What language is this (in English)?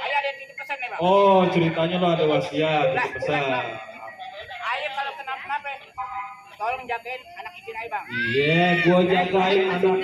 Betawi